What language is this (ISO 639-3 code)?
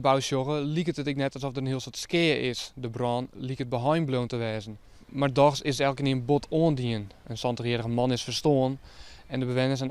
fry